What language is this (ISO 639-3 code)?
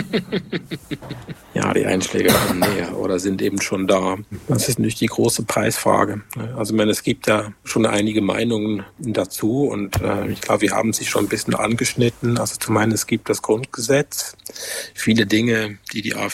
deu